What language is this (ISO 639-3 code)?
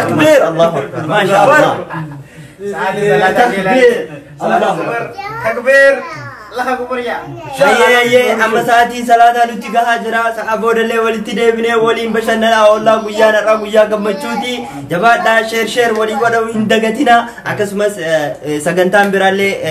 orm